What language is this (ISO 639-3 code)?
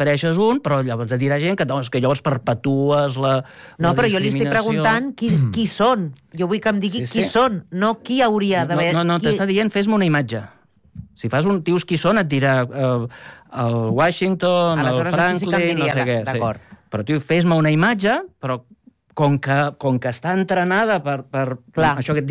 cat